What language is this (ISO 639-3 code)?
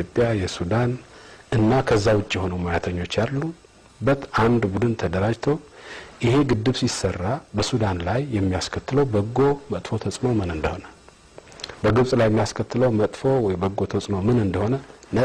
amh